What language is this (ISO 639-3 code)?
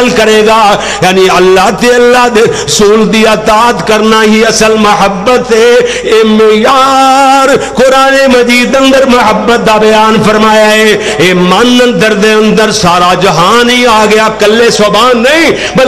lah